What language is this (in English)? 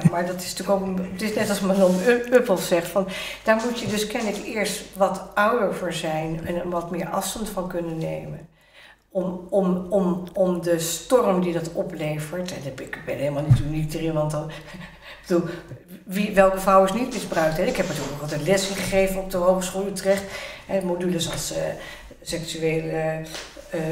Dutch